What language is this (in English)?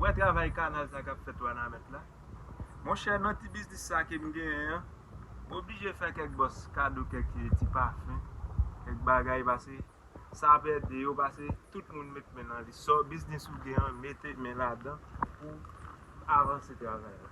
Haitian Creole